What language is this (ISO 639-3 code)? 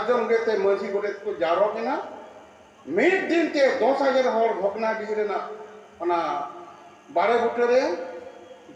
sat